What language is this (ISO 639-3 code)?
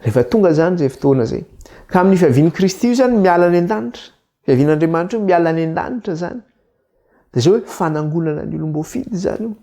mlg